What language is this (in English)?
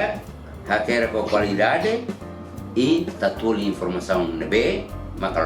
Tetum